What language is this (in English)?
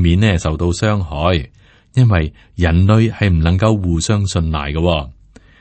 Cantonese